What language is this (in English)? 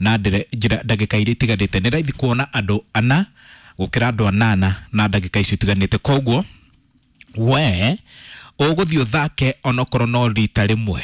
Kikuyu